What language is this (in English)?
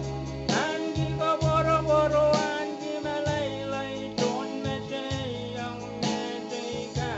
Pohnpeian